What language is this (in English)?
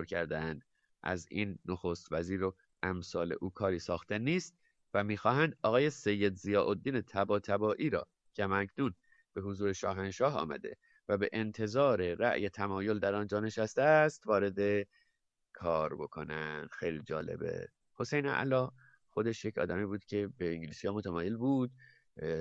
Persian